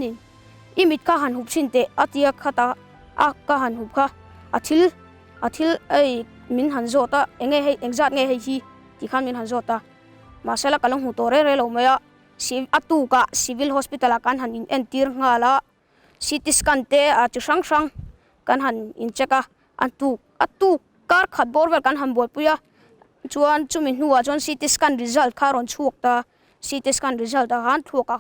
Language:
Mizo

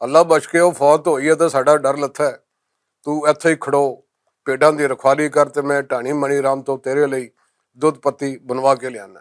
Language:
Western Panjabi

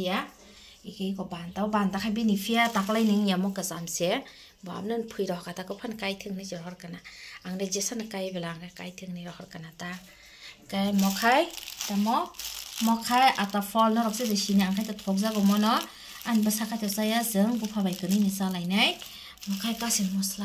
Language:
Kok Borok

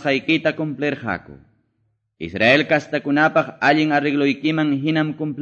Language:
Quechua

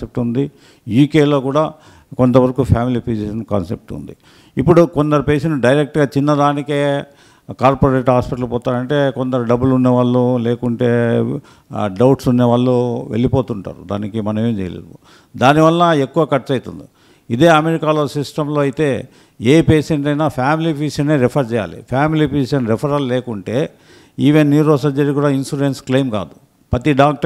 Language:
Telugu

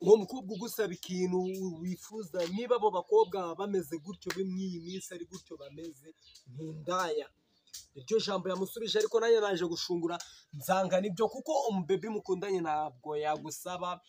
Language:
Kinyarwanda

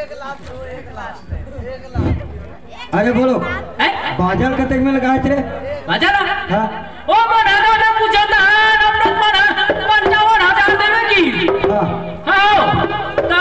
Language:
Chhattisgarhi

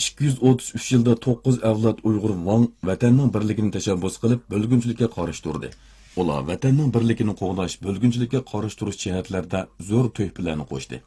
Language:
Uyghur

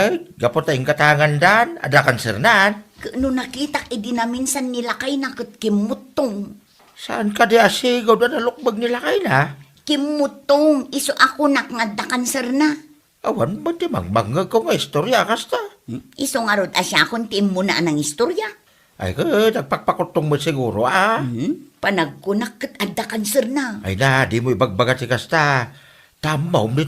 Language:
Iloko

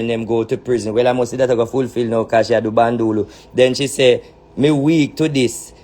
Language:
Jamaican Creole English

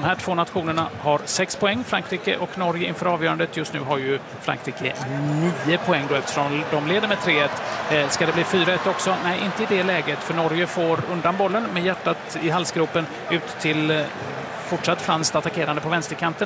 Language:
Swedish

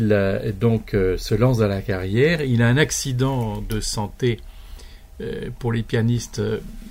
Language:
French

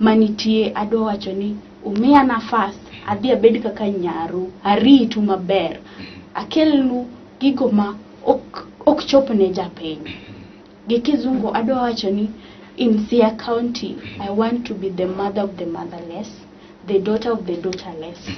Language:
Luo (Kenya and Tanzania)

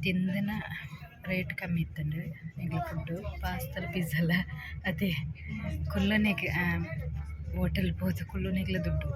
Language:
Tulu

